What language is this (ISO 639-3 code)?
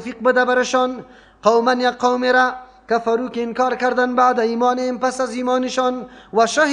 fas